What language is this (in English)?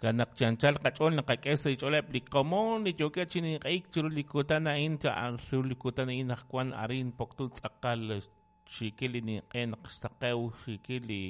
Kekchí